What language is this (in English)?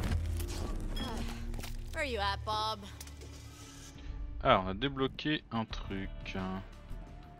French